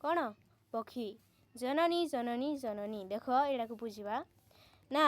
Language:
Odia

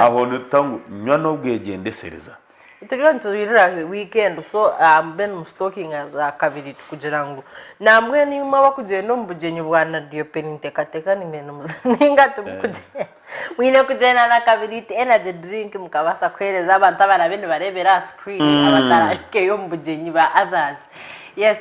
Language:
Nyankole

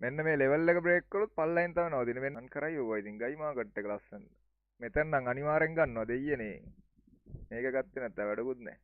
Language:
Sinhala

